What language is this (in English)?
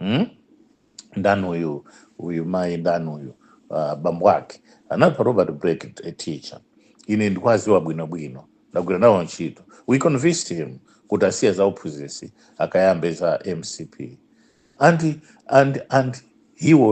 Nyanja